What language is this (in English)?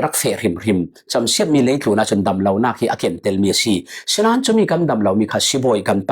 Falam Chin